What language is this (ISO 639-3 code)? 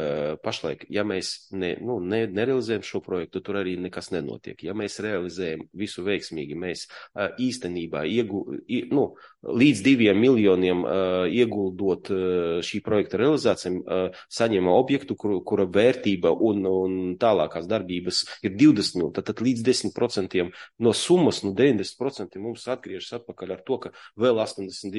lav